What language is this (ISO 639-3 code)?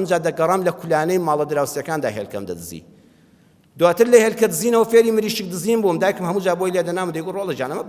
ckb